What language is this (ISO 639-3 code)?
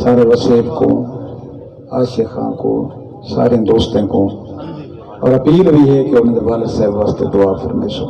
skr